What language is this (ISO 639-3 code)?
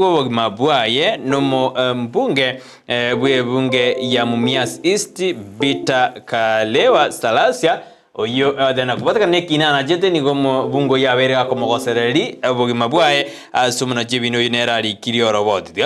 guz